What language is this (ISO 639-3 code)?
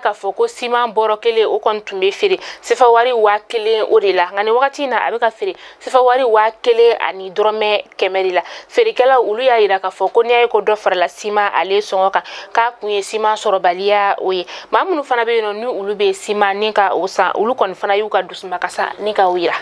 bam